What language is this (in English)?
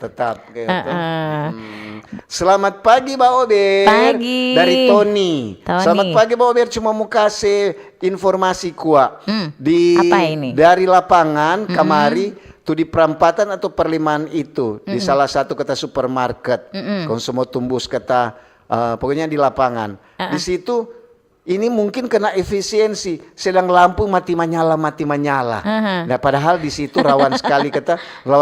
Manado Malay